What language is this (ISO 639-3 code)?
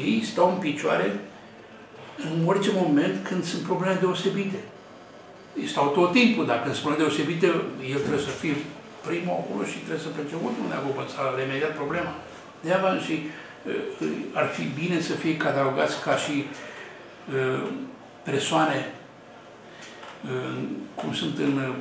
ron